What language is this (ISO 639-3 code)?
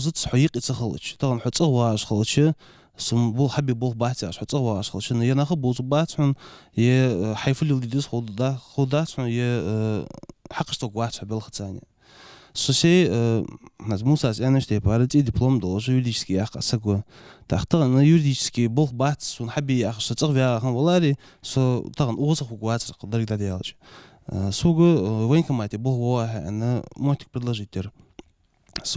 inh